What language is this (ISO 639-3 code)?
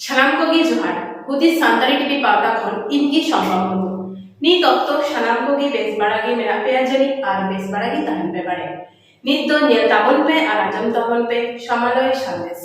sat